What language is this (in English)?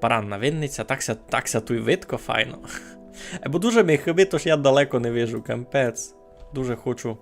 Rusyn